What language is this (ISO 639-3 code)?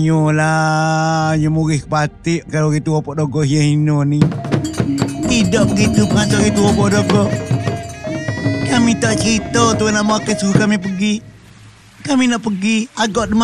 msa